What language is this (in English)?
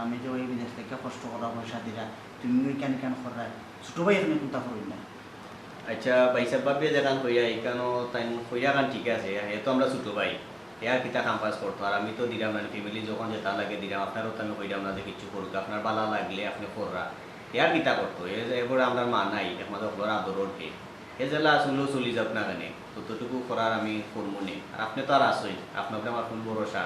Sylheti